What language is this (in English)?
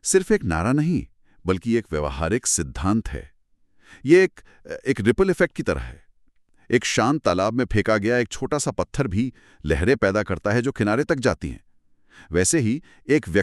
Hindi